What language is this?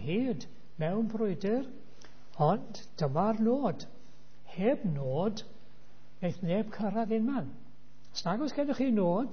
Welsh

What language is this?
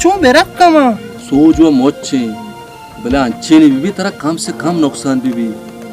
Baluchi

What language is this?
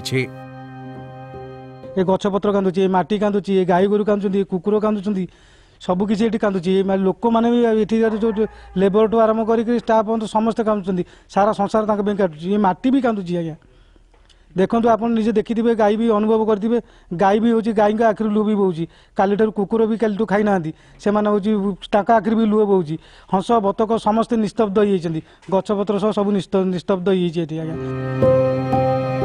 Odia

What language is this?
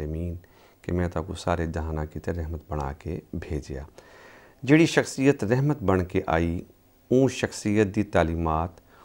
Saraiki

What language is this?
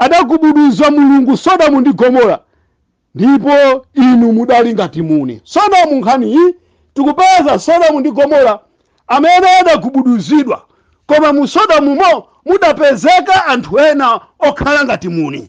Nyanja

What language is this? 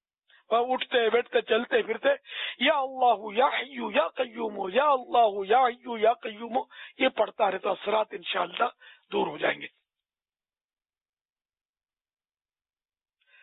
Urdu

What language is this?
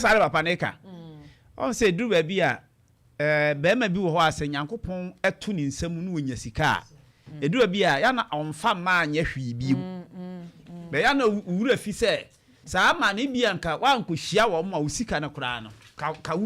Akan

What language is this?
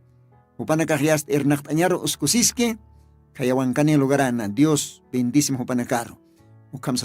Aymara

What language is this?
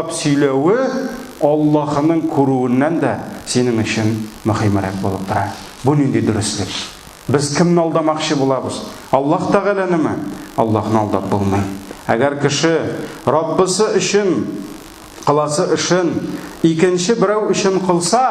Tatar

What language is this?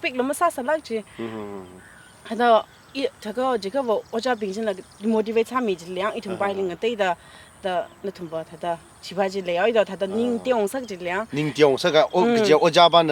Tangkhul Naga (India)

